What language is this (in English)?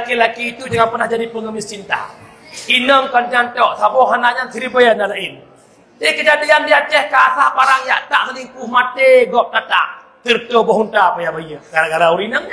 Achinese